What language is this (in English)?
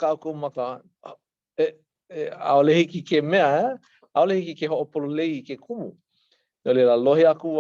Hawaiian